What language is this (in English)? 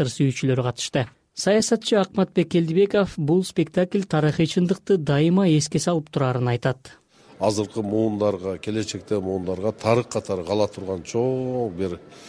Kyrgyz